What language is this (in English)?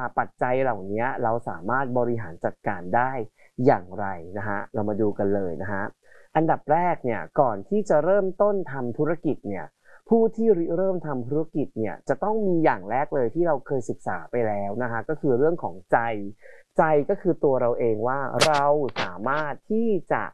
Thai